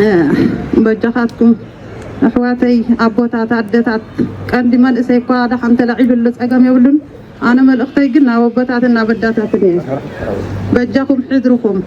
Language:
Tigrinya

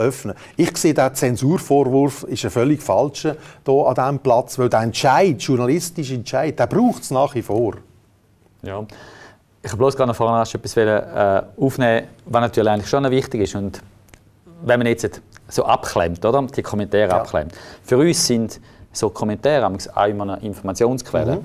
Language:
German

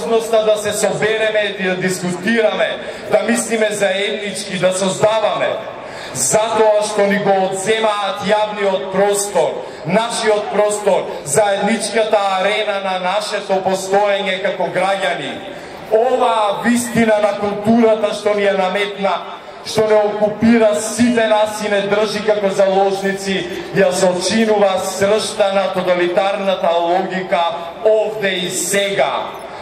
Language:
Macedonian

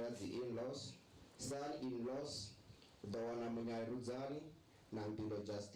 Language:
Venda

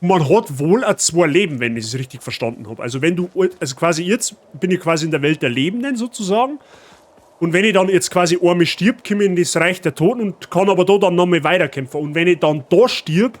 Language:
Bavarian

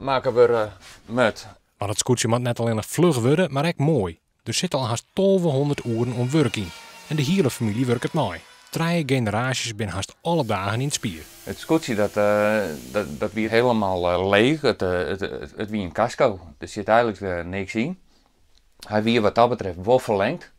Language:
Western Frisian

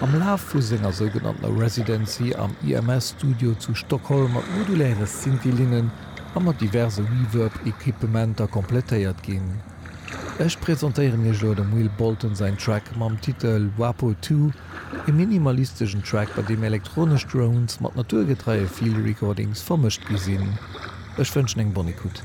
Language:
Luxembourgish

